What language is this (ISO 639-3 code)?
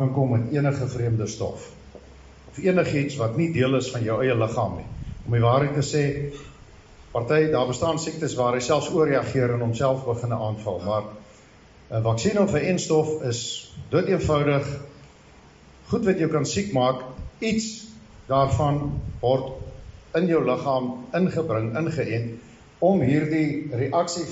afr